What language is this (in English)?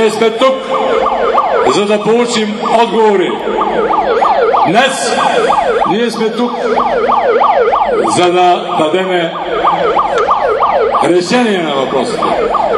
Bulgarian